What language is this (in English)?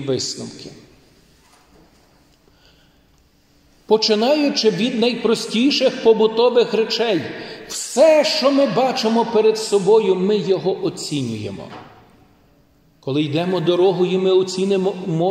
Ukrainian